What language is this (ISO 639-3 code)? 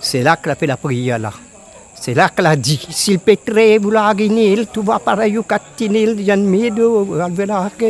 rcf